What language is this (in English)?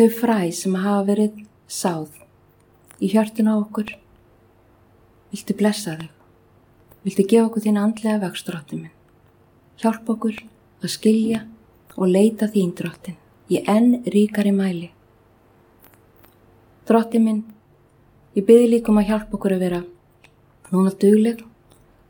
Icelandic